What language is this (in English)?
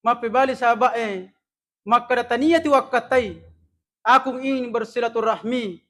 Buginese